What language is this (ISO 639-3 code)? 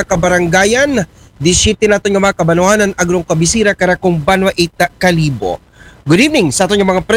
akl